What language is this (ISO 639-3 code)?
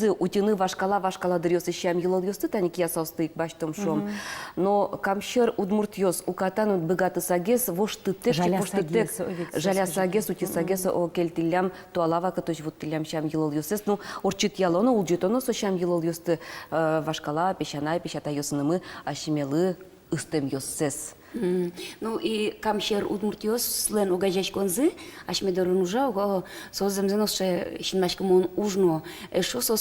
udm